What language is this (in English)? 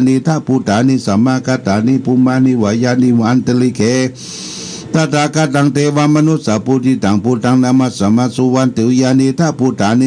Pali